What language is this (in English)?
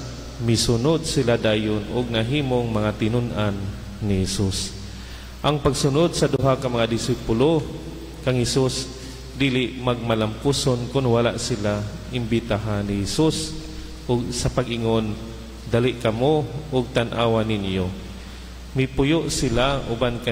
Cebuano